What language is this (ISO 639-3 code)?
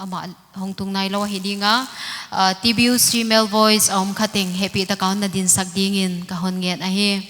pck